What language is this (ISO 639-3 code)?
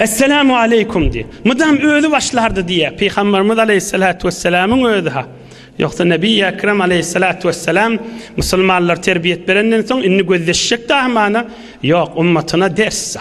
tuk